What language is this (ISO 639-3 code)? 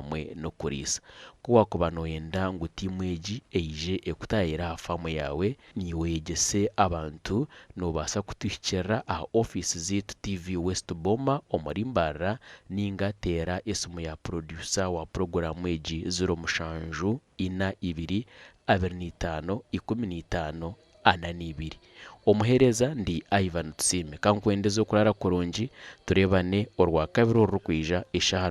nyn